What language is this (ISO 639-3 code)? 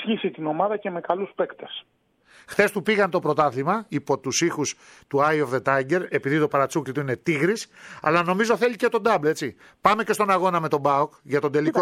ell